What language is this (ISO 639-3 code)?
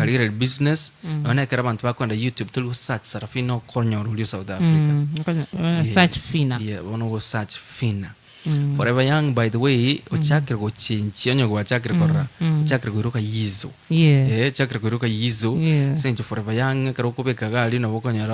guz